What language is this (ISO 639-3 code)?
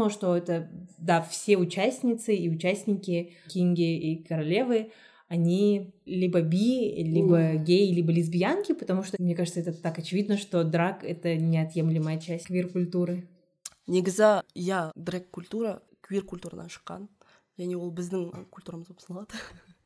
kaz